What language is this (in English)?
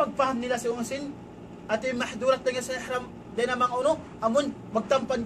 Tausug